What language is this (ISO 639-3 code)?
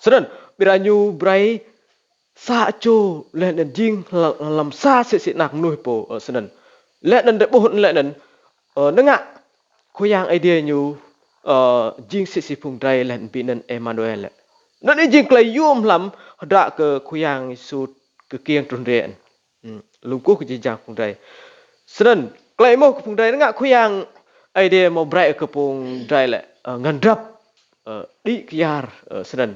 rad